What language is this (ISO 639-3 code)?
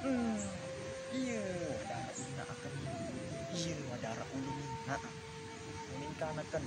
sas